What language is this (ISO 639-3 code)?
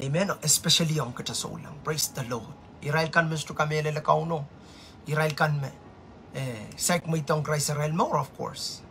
pon